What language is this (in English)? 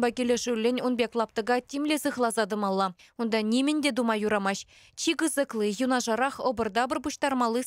Chuvash